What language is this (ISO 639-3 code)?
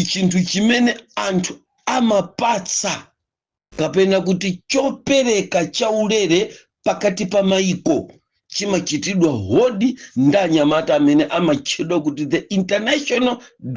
nya